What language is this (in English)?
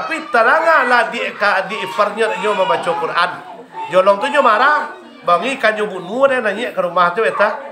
Minangkabau